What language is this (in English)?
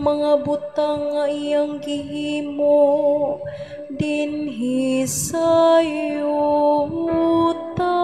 Cebuano